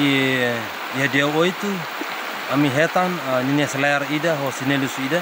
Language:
Tetum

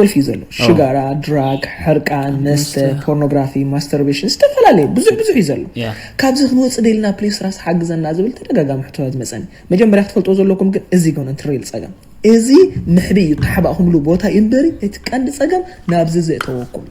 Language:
Tigrinya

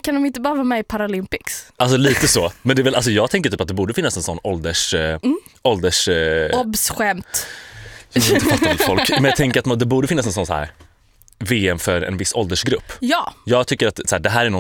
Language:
Swedish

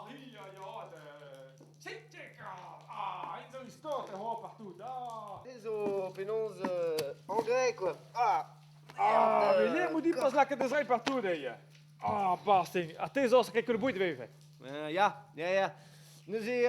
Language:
Breton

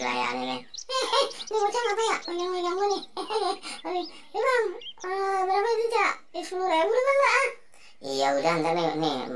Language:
Betawi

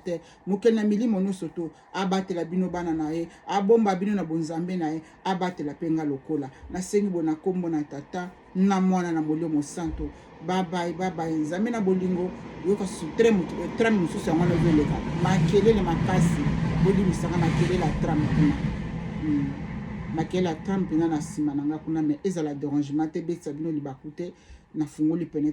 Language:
Lingala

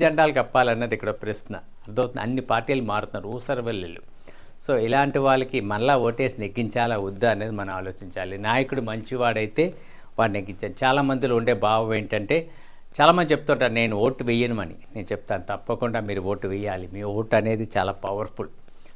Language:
Telugu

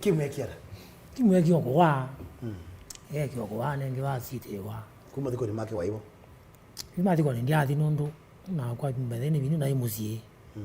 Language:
Kamba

